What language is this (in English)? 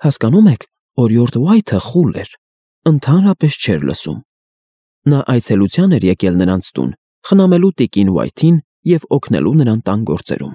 Armenian